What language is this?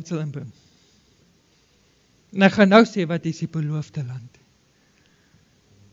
Afrikaans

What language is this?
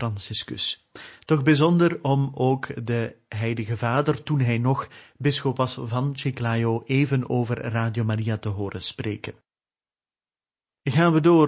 Dutch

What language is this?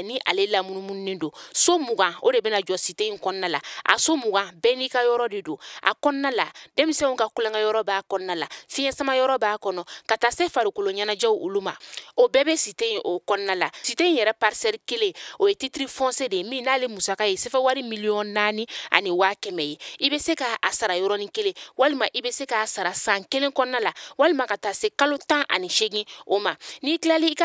Bambara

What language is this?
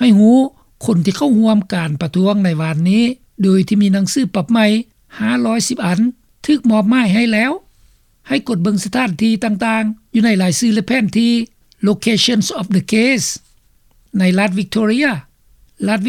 Lao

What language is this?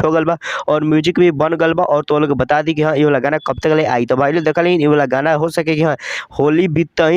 Bhojpuri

